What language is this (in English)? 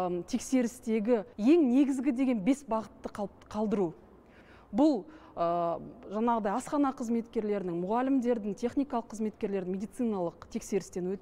Kazakh